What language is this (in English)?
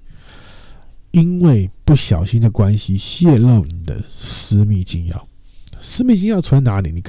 Chinese